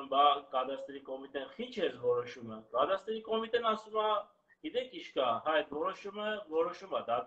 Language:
Armenian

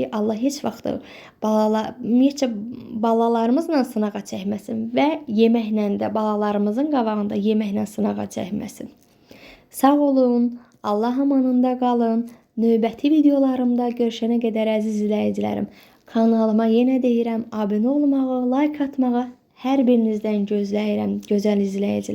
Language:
Azerbaijani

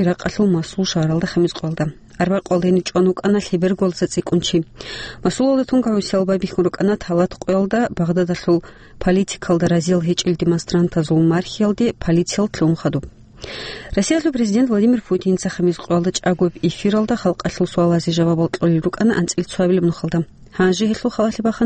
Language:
Avaric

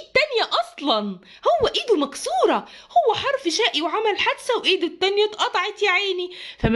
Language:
Egyptian Arabic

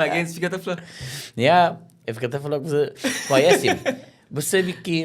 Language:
Kabuverdianu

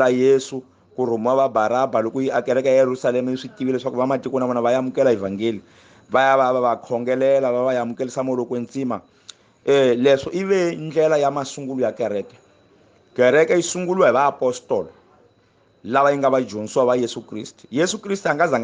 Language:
Tsonga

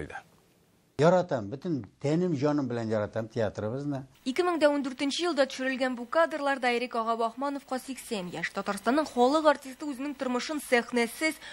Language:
Tatar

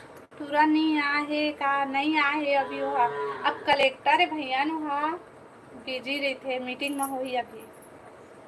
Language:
Chhattisgarhi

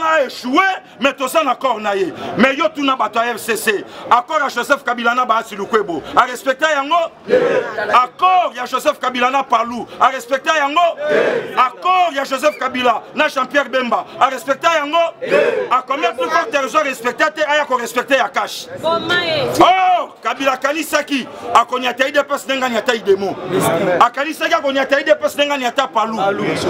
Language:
Lingala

